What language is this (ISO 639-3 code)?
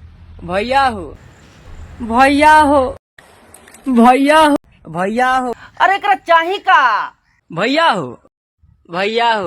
bho